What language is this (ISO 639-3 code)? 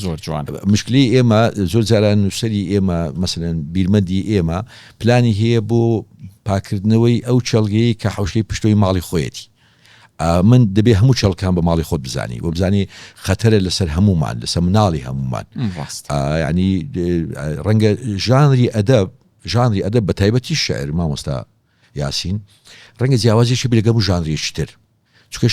ckb